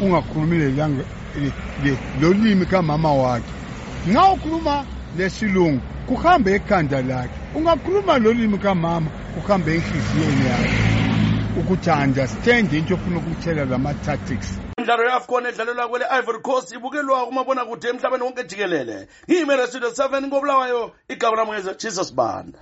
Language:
North Ndebele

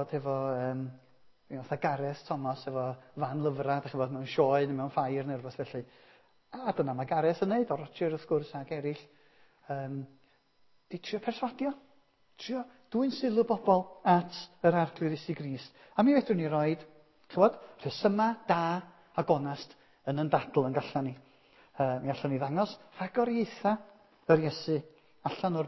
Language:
Welsh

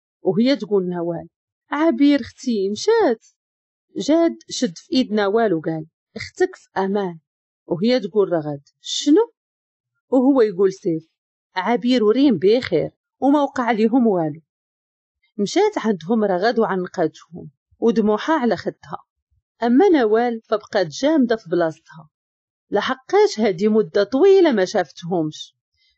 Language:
Moroccan Arabic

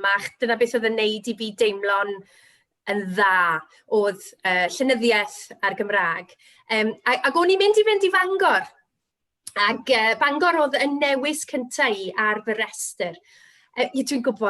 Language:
Welsh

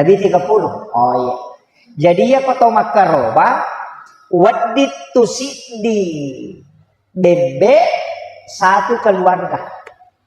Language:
Buginese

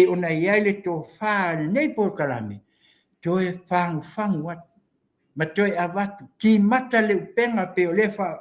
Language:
Samoan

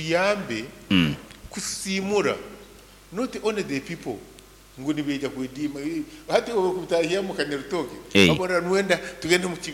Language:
Nyankole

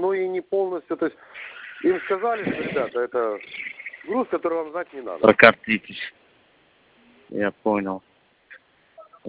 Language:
Russian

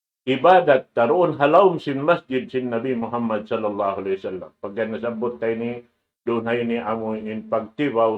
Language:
Tausug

